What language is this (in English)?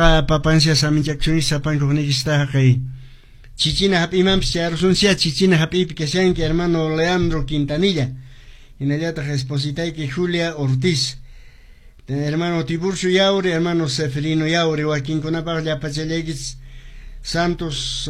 Quechua